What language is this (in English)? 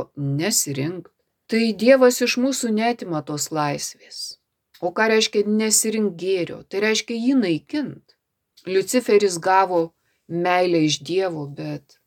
Lithuanian